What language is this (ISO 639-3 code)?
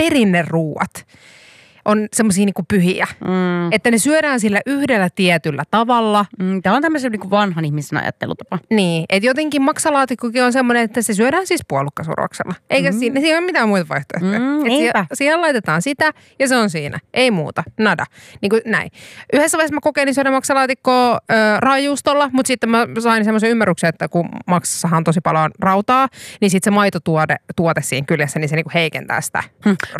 fin